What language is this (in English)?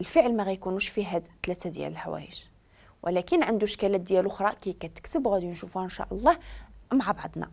Moroccan Arabic